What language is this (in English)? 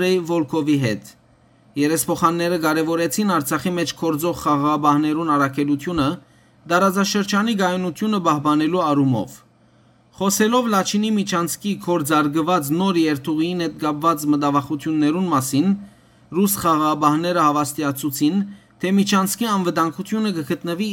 Western Armenian